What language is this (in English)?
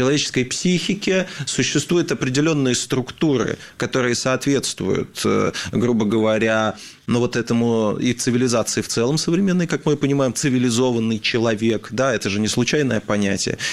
Russian